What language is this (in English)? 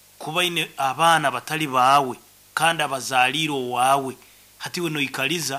Nyankole